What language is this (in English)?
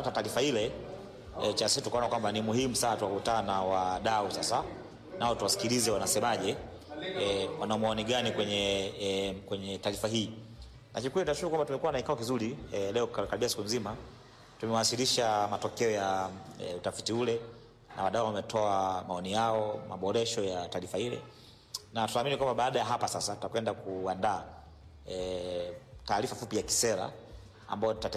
Swahili